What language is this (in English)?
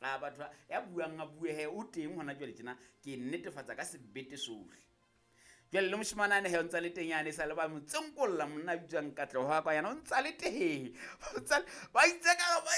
Southern Sotho